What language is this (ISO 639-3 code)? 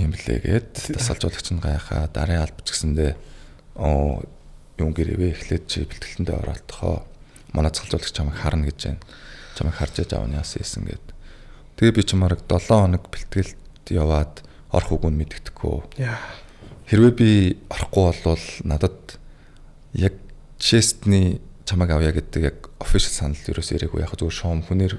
mon